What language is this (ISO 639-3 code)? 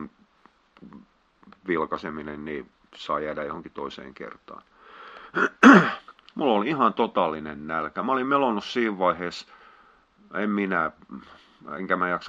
fin